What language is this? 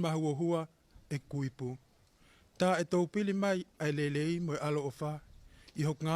Tongan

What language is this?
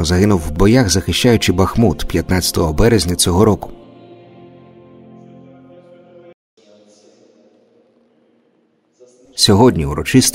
Ukrainian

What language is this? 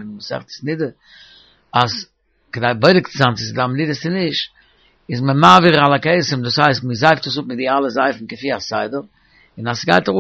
Yiddish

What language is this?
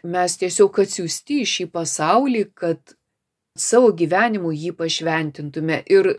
Lithuanian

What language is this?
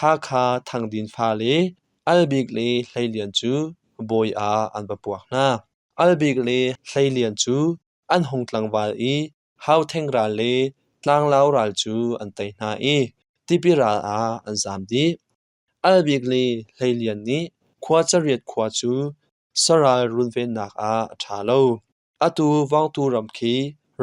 Hakha Chin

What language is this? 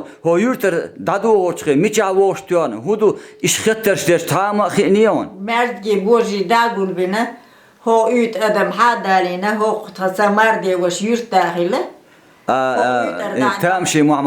Chechen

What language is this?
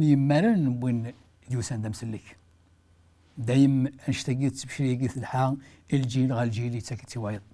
Kabyle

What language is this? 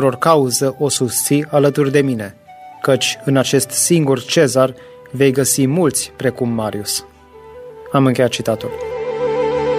Romanian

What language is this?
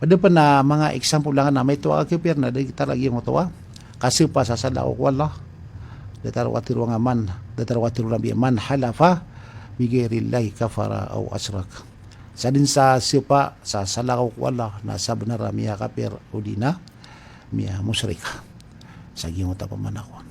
Maranao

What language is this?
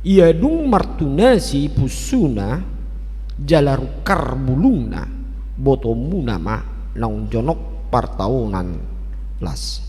Batak Toba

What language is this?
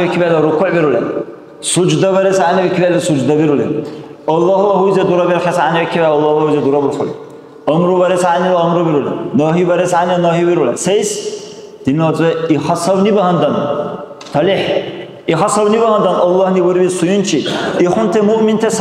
Dargwa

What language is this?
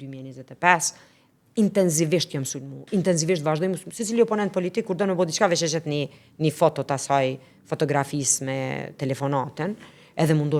Albanian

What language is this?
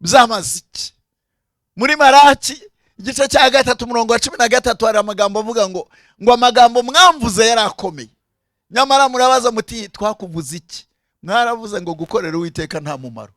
Rundi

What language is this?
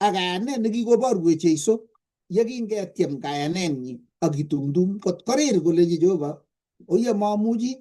Kalenjin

